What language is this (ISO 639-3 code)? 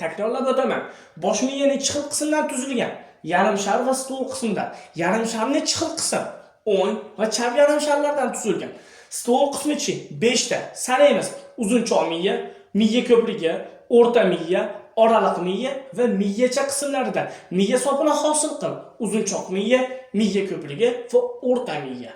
uzb